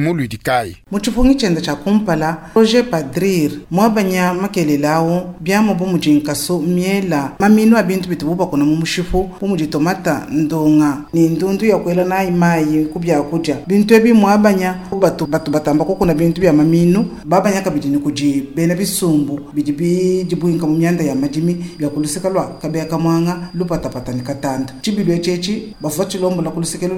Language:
Luba-Lulua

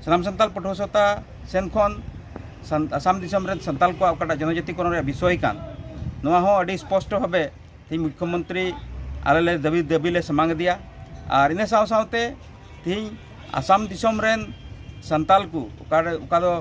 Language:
Santali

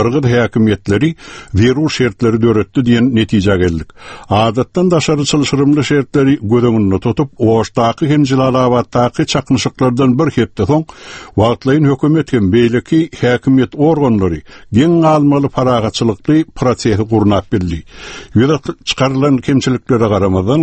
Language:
Turkmen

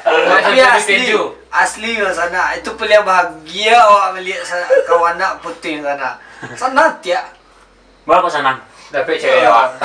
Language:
Minangkabau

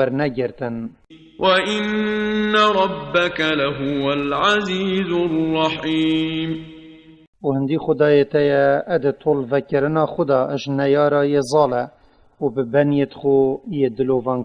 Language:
Kurdish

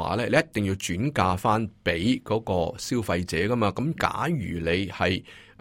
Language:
Cantonese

